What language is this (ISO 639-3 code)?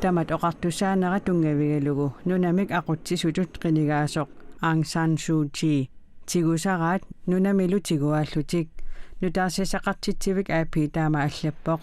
kal